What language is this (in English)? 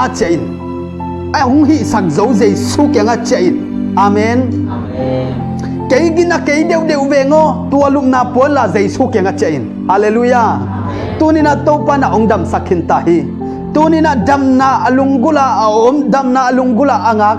Tedim Chin